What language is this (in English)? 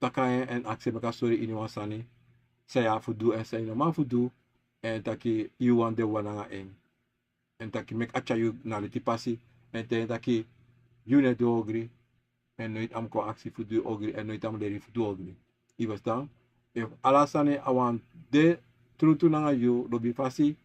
Sranan Tongo